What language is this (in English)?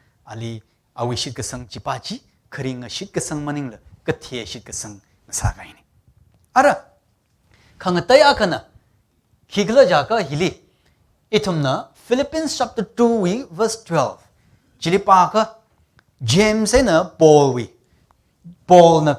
Tangkhul Naga (India)